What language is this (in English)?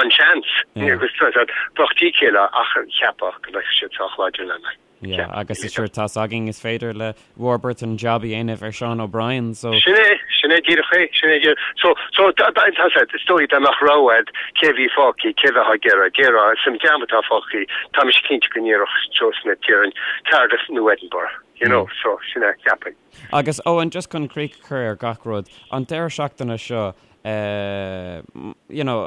Irish